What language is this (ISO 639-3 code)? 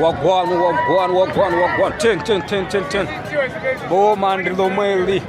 nya